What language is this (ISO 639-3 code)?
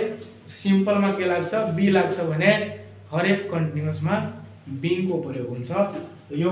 nep